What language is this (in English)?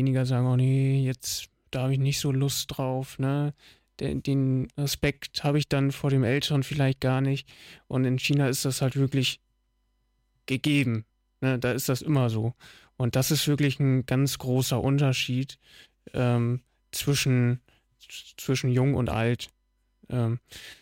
German